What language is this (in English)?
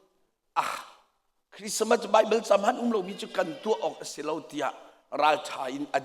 Hakha Chin